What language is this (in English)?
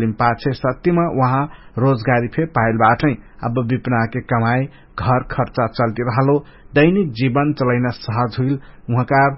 Dangaura Tharu